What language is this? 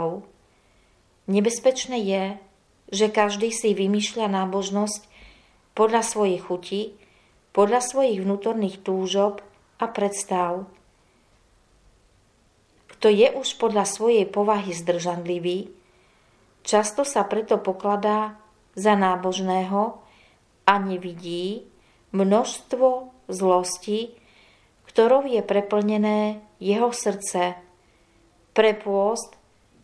Slovak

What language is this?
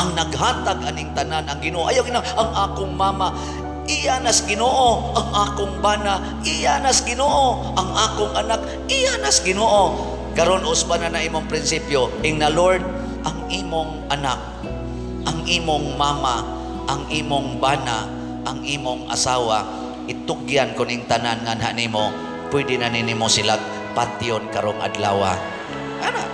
Cebuano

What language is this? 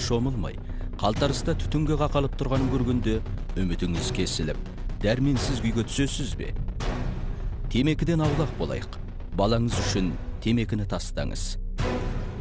Kazakh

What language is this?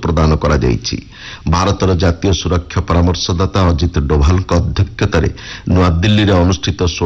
Odia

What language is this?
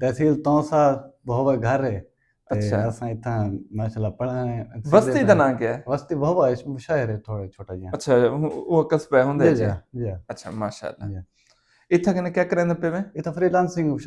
Saraiki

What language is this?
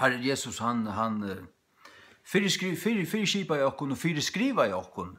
Faroese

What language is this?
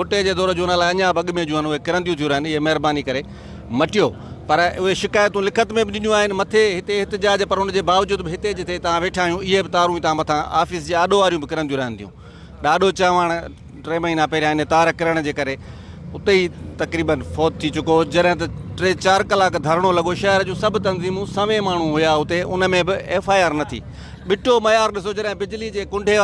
Sindhi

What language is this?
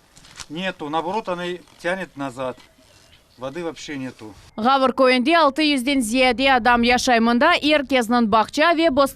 Crimean Tatar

